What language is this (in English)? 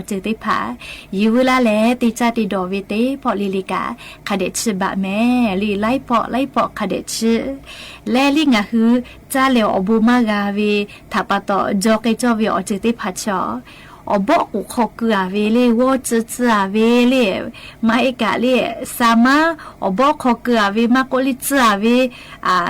Lahu